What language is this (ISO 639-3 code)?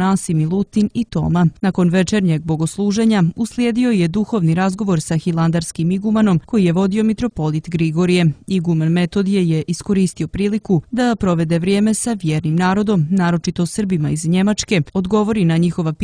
srp